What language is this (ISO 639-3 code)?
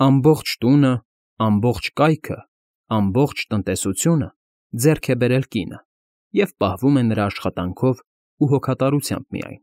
hye